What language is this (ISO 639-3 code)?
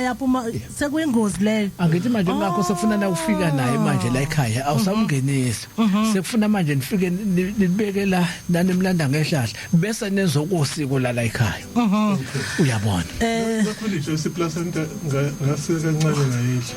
zul